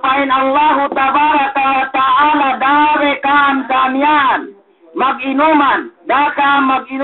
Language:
Yakan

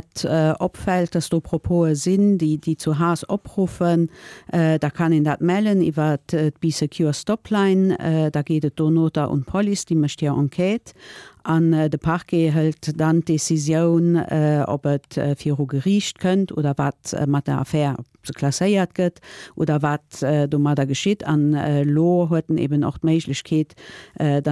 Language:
Luxembourgish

